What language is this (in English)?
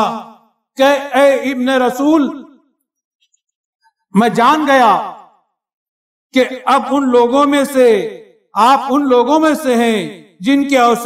Urdu